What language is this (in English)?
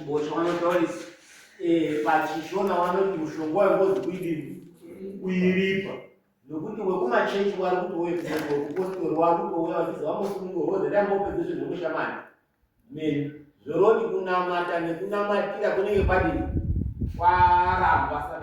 Shona